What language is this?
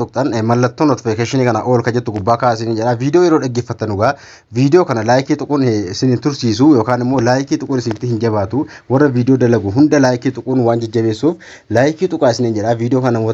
Oromo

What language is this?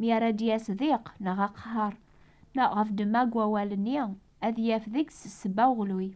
Kabyle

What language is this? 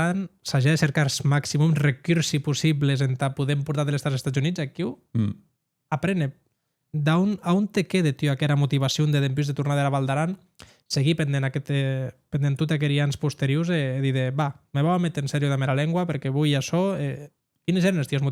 Occitan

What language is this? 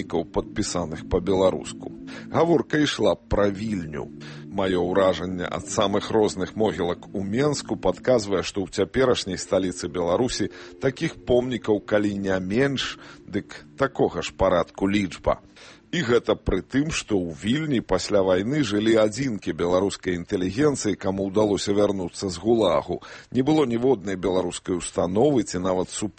Belarusian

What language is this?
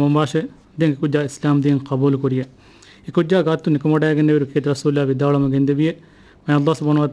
Divehi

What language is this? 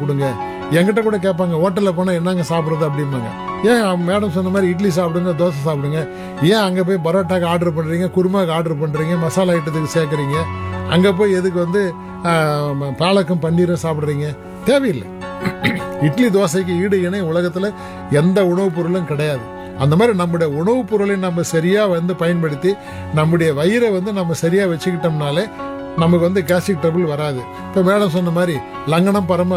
Tamil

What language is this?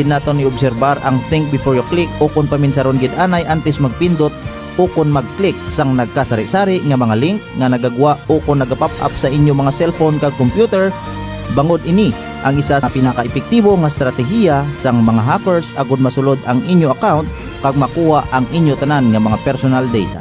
Hiligaynon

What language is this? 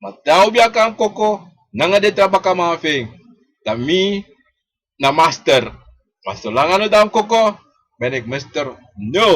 Sranan Tongo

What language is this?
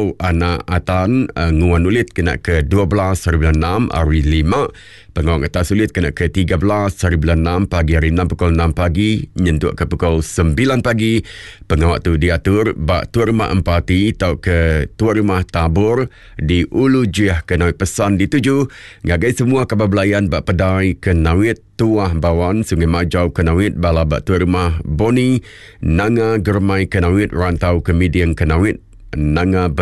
Iban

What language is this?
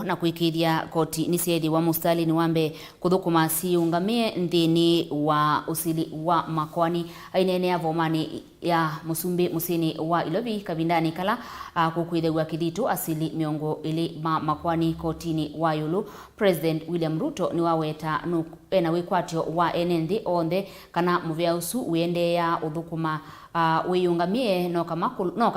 Kamba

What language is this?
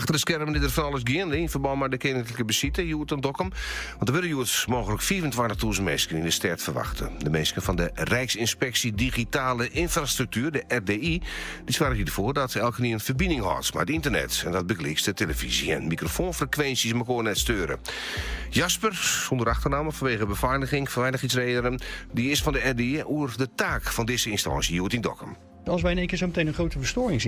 Western Frisian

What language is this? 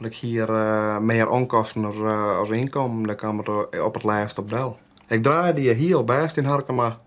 Western Frisian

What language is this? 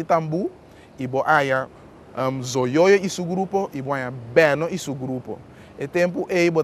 Papiamento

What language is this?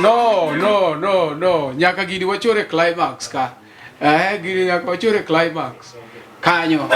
Luo (Kenya and Tanzania)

